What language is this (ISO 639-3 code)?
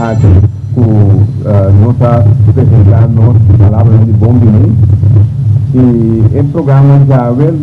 pap